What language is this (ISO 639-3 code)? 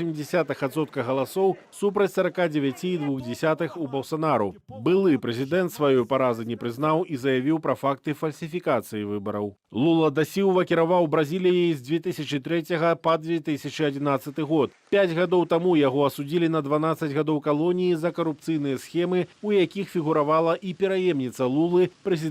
bel